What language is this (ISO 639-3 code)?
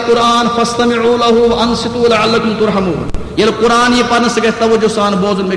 kas